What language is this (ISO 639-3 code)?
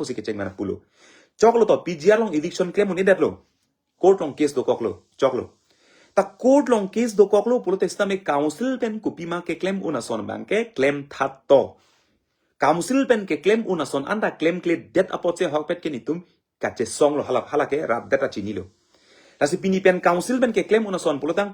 mjw